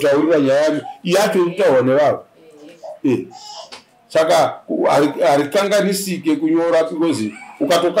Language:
Shona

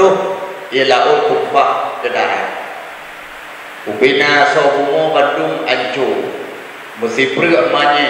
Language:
Achinese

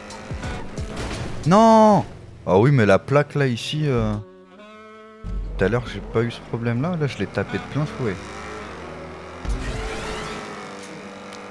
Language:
French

